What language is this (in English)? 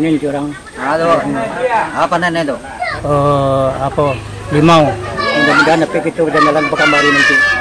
Minangkabau